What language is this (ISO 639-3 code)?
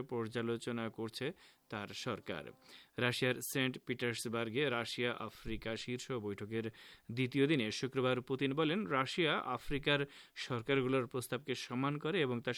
ben